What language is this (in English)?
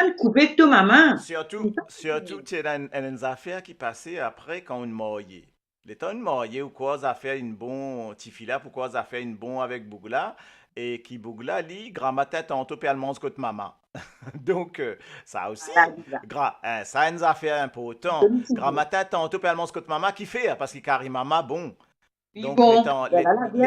Morisyen